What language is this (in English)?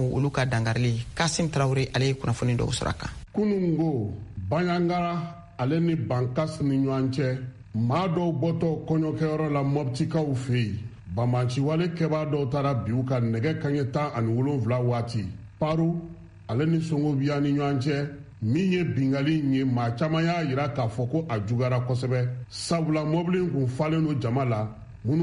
Bambara